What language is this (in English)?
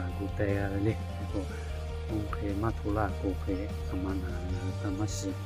Lahu